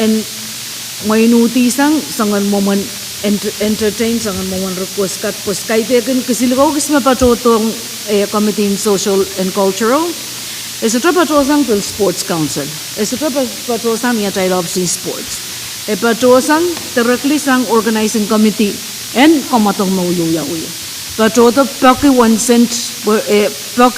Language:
Pohnpeian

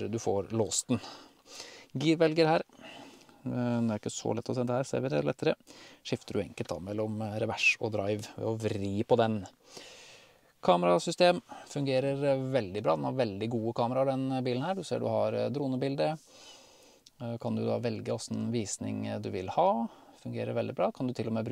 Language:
Norwegian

